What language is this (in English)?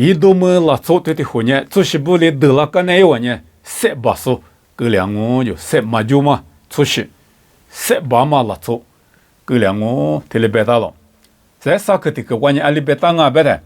Lisu